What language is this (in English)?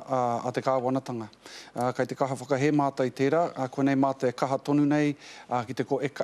Māori